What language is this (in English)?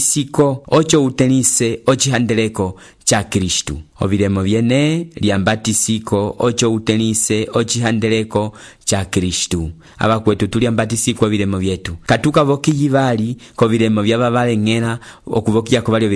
Umbundu